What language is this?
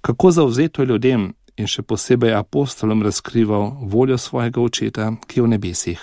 Slovenian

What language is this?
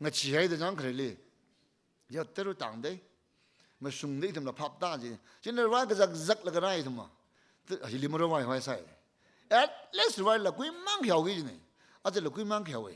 Tangkhul Naga (India)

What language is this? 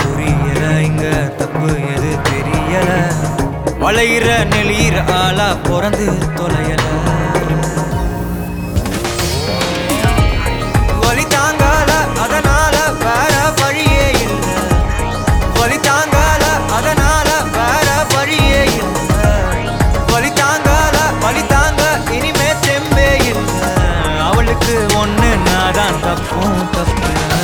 Tamil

